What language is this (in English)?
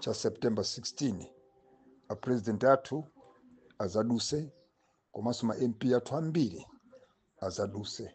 Nyanja